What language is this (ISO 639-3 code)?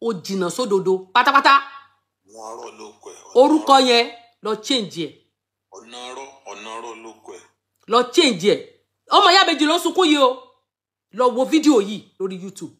yor